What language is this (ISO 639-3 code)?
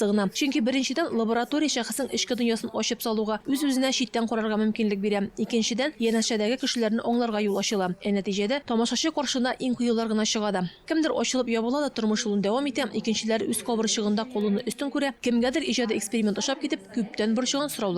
tat